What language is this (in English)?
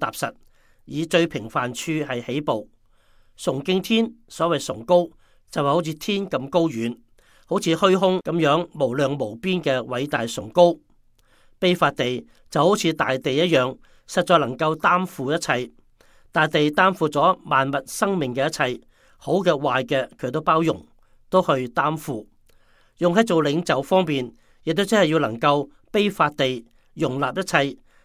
Cantonese